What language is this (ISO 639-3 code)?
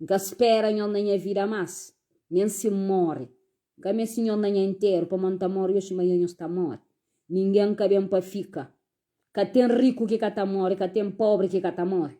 kea